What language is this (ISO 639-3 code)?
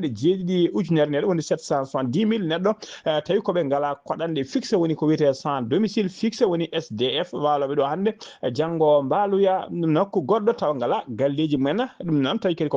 ful